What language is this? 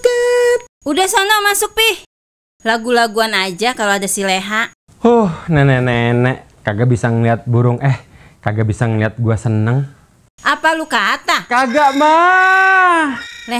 Betawi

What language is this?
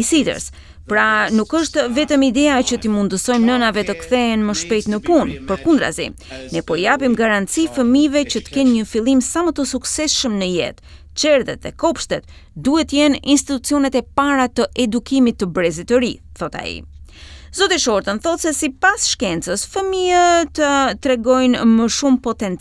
Albanian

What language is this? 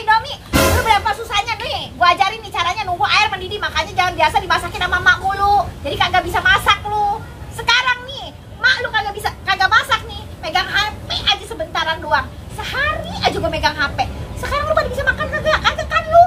Betawi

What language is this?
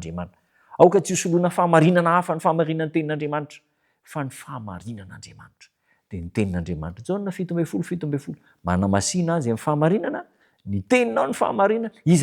Malagasy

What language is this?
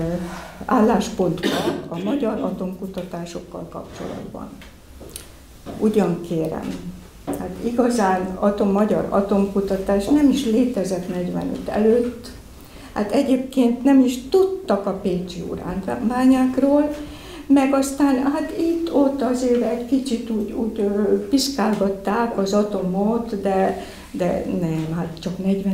Hungarian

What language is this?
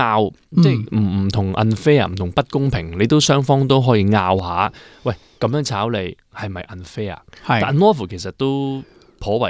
Cantonese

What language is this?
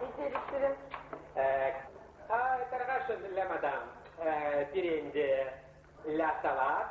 Chuvash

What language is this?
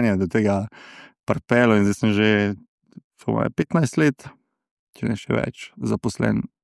Slovenian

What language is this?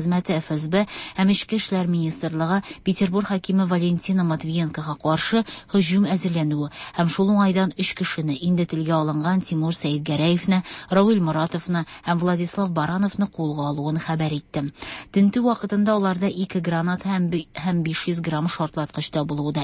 Tatar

